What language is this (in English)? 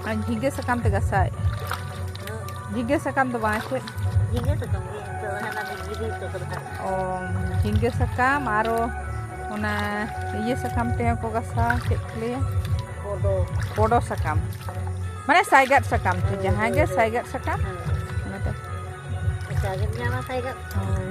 Santali